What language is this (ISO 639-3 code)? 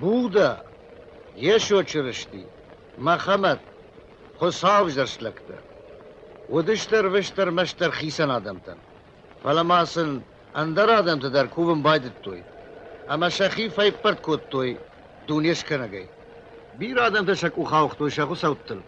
oss